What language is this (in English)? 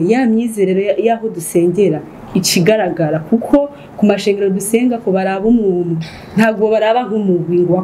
Rundi